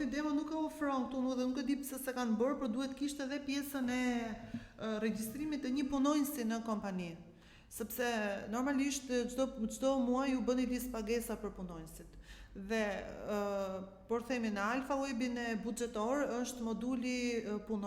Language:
Albanian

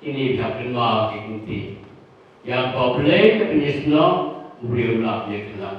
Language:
Khasi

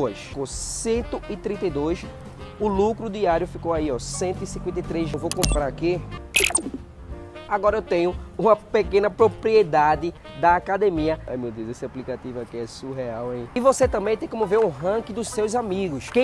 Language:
Portuguese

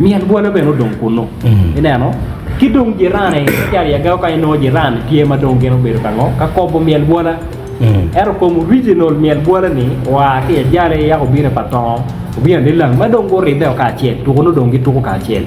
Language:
Acoli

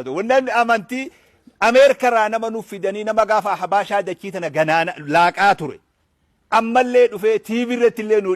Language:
Oromo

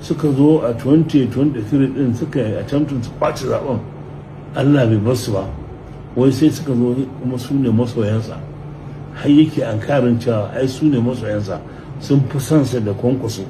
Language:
Hausa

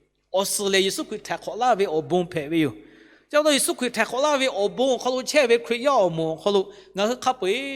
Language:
Lahu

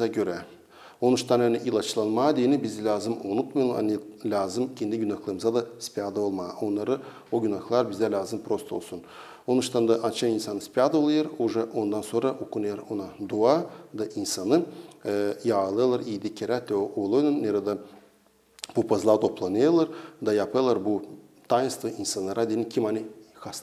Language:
Gagauz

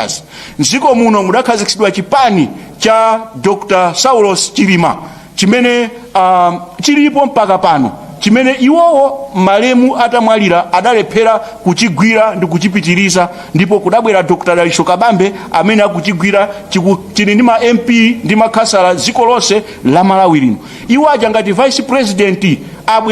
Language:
Nyanja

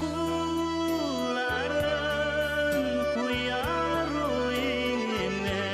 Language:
Bashkir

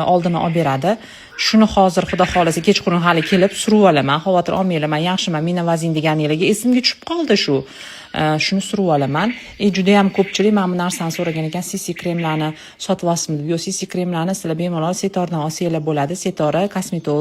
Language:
Uzbek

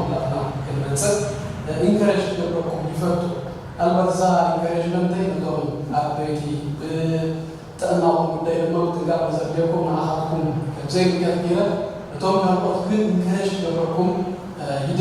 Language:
Tigrinya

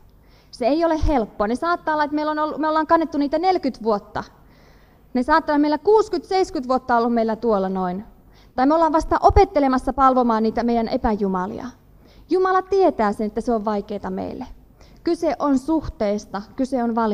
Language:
Finnish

